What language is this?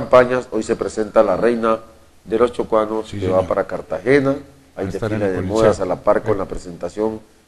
Spanish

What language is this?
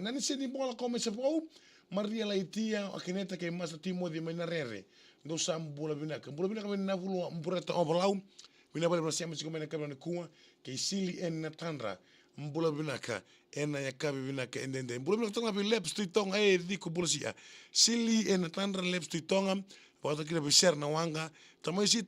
Fijian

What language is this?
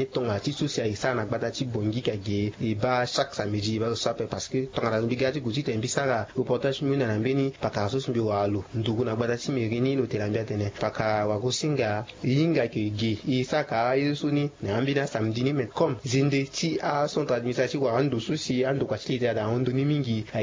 Sango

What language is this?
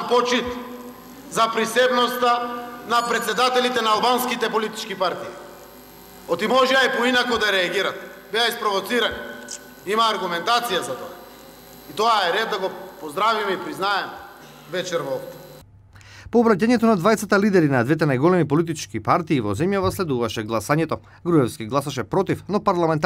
Macedonian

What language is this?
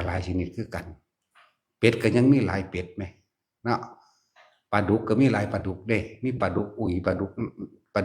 Northeastern Thai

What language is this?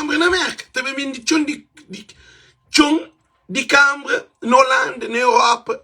Kabuverdianu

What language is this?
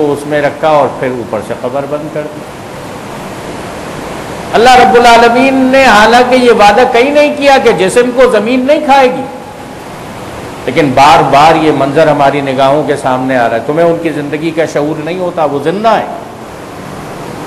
Urdu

